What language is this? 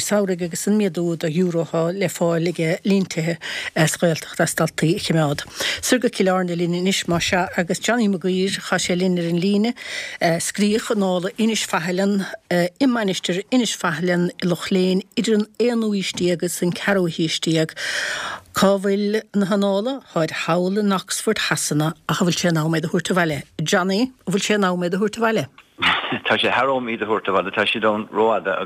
Irish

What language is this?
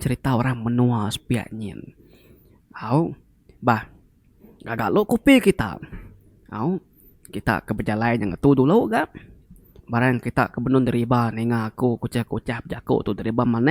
Iban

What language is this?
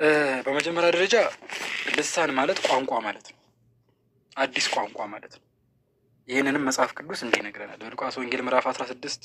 Amharic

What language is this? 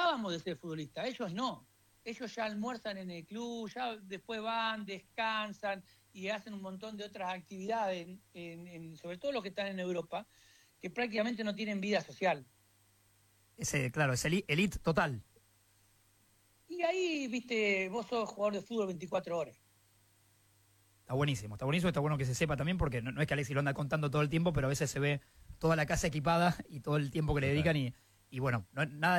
Spanish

